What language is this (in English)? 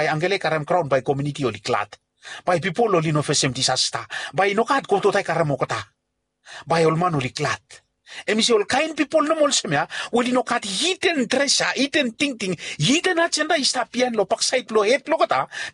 Bislama